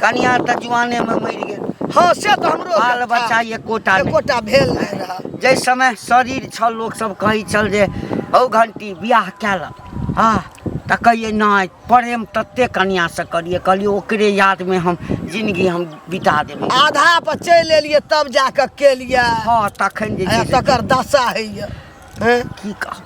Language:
Maithili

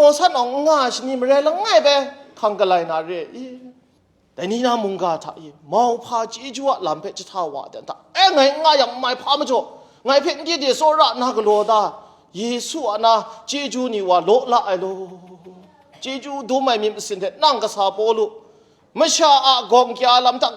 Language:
Kachin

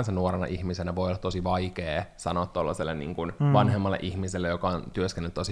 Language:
Finnish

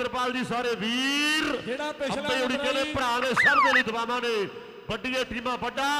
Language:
Punjabi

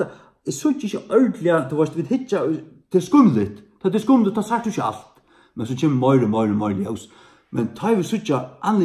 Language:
Faroese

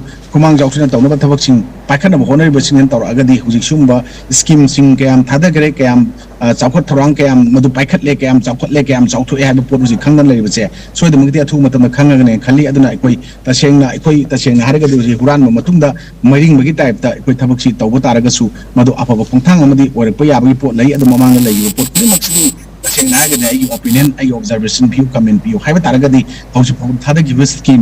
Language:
Manipuri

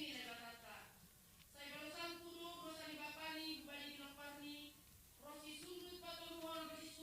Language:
Batak Simalungun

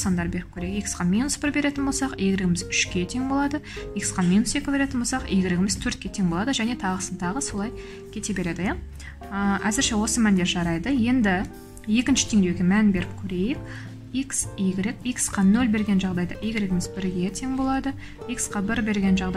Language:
Kazakh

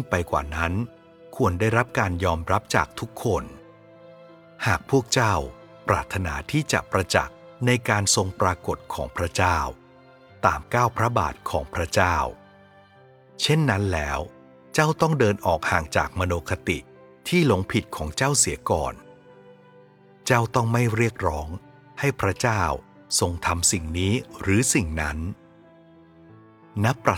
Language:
Thai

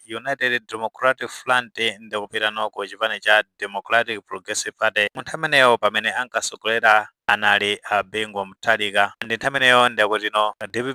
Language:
Nyanja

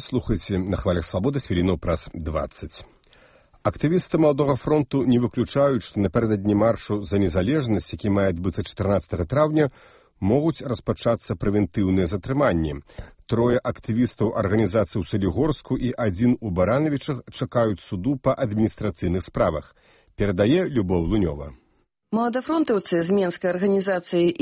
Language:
Belarusian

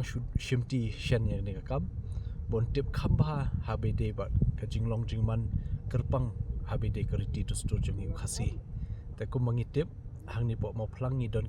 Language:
Khasi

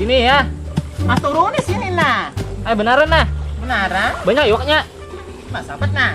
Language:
Banjar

